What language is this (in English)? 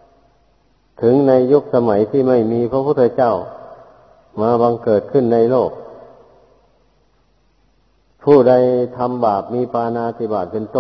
Thai